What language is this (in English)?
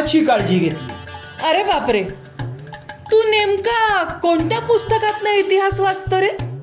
Marathi